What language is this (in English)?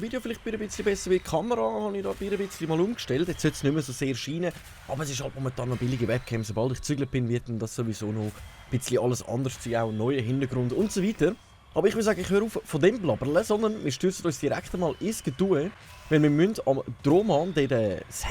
Swiss German